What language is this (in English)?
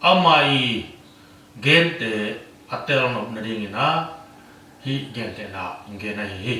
Tedim Chin